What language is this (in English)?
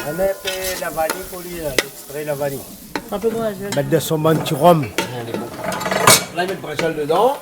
Réunion Creole French